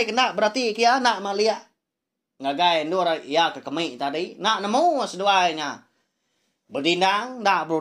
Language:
Iban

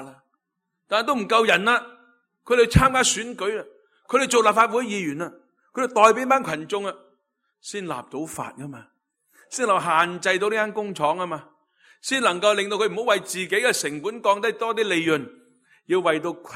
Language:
Cantonese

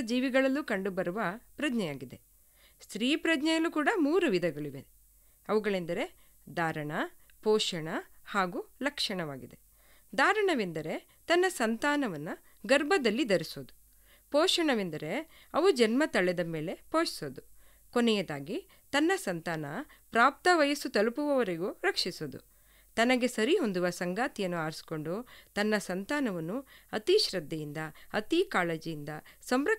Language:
Kannada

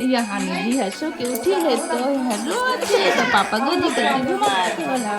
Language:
Chhattisgarhi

